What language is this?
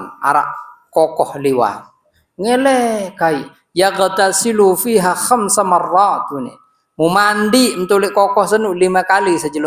Sasak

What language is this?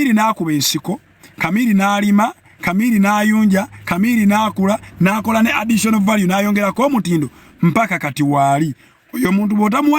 Ganda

